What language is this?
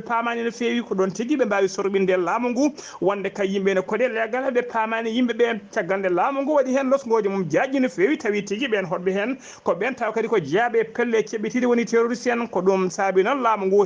Fula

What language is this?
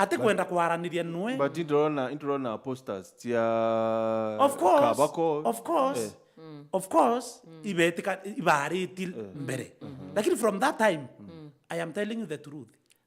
Meru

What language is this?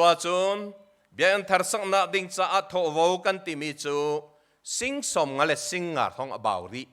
Hakha Chin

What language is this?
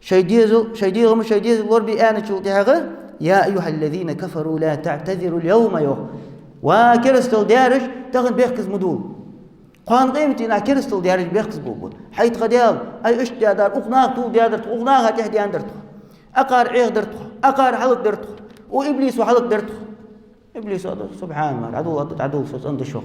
Ingush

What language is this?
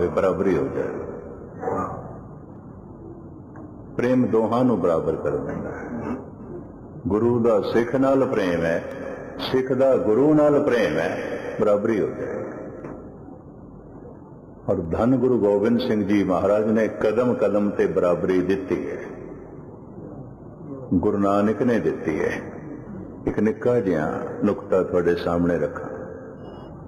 Punjabi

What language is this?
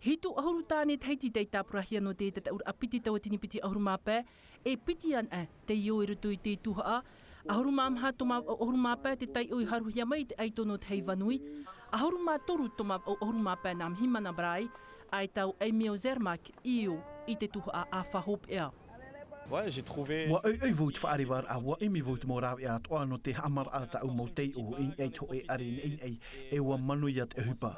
Tahitian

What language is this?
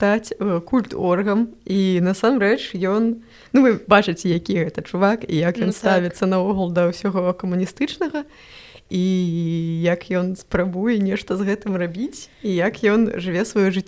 Belarusian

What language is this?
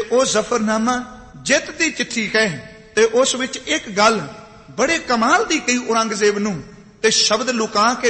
Punjabi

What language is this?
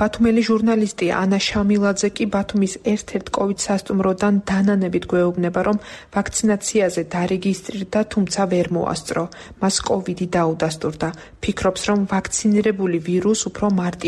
Georgian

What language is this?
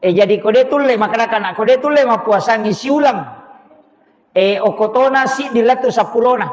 Buginese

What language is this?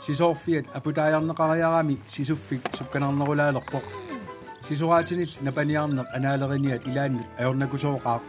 Kalaallisut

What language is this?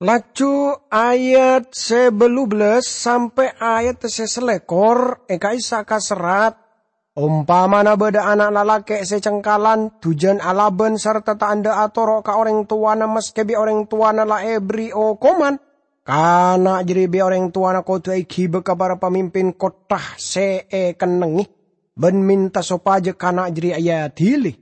Madurese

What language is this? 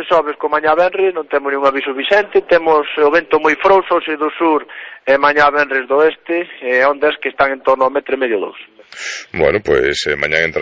Galician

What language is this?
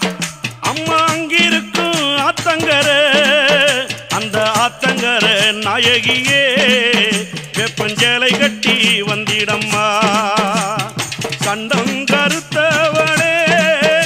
Tamil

